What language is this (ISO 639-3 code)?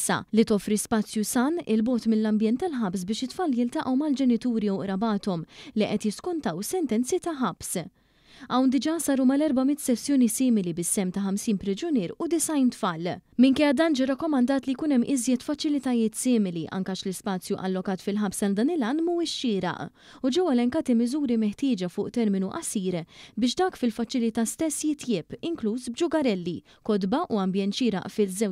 mlt